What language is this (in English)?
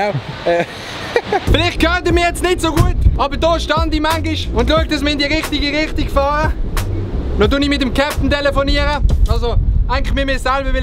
Swiss German